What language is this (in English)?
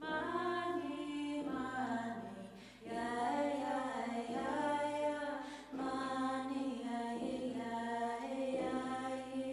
Inuktitut